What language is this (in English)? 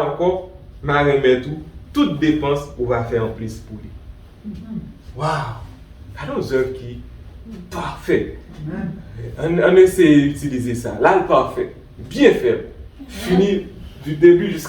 Haitian Creole